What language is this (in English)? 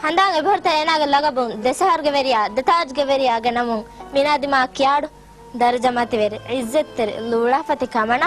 Divehi